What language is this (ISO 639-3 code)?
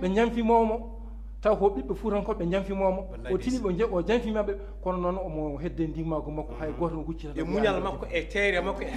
ful